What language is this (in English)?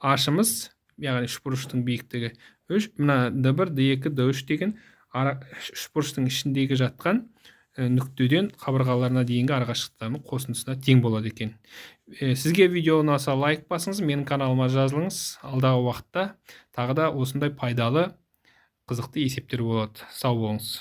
Kazakh